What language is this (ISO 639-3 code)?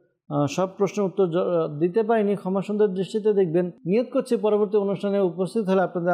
ben